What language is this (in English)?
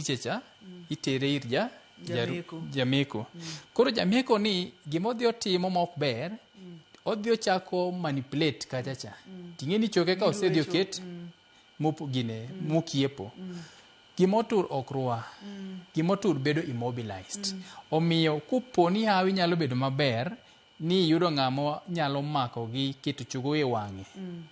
Luo (Kenya and Tanzania)